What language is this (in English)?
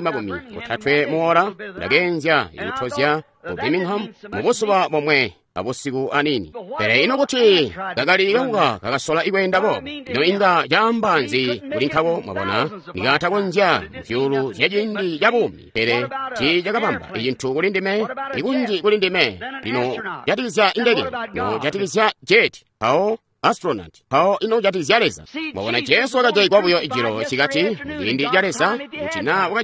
Tonga (Zambia)